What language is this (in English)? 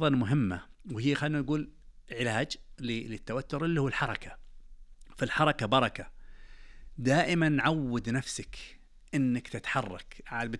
Najdi Arabic